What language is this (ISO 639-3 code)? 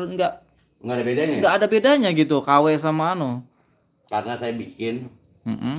ind